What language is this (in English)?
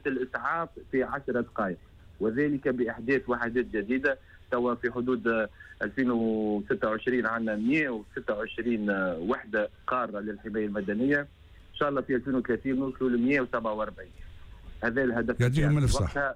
Tunisian Arabic